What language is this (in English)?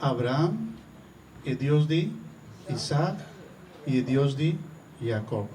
Papiamento